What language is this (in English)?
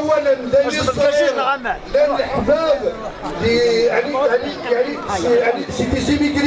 Kabyle